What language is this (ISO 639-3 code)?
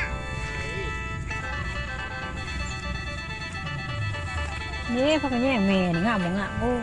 lao